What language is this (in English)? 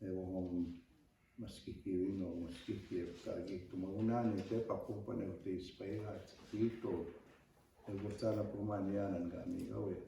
Plains Cree